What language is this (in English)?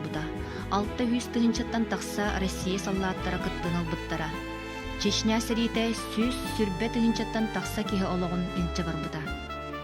Yakut